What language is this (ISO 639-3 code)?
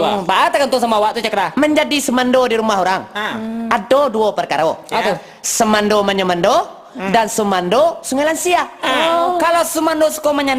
min